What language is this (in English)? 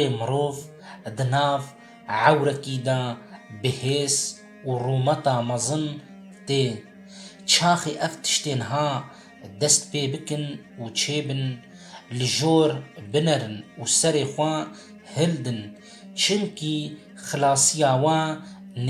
Kurdish